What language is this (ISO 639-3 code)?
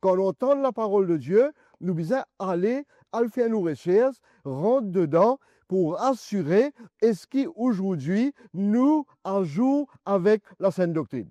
mfe